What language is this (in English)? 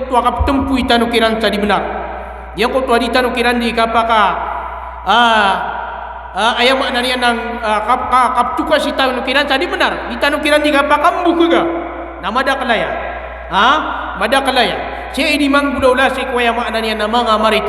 Maranao